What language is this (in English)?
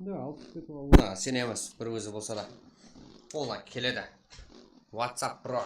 Kara-Kalpak